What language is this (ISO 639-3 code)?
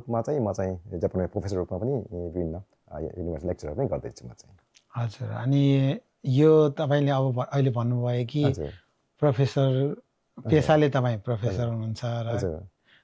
nep